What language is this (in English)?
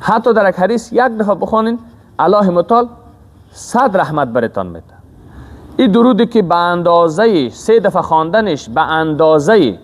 Persian